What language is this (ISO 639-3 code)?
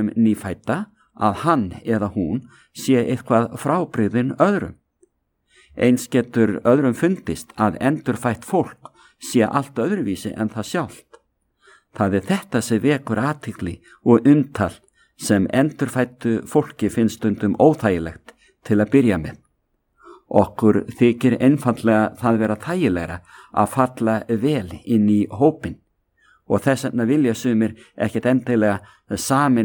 isl